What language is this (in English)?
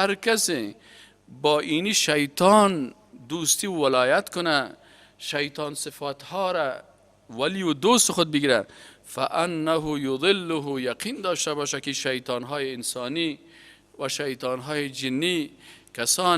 Persian